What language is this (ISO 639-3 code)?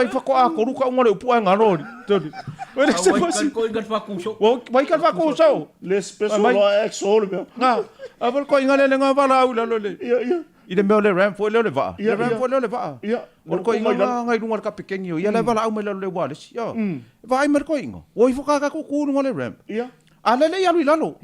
smo